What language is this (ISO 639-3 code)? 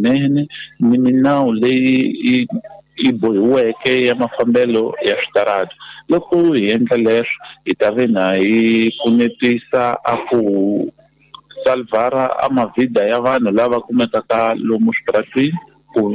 tso